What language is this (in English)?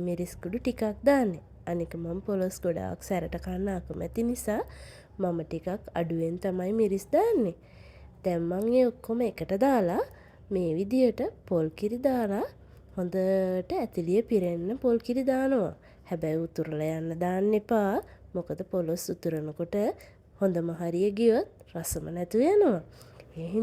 Sinhala